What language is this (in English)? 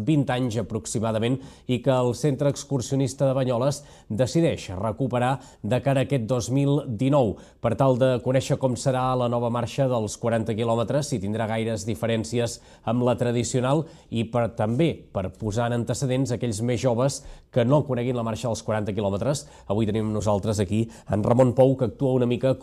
Catalan